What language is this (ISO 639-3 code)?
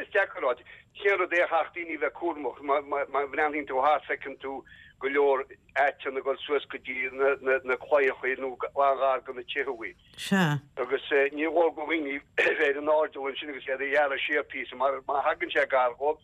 gle